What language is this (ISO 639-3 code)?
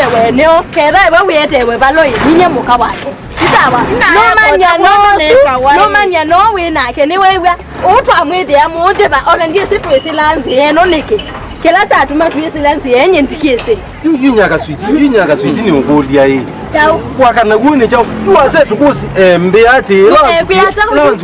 kam